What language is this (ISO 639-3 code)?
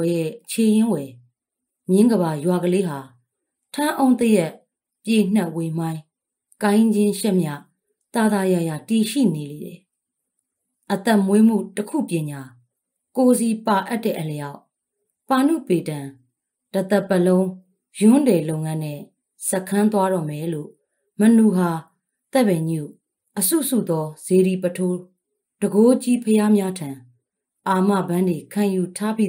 mya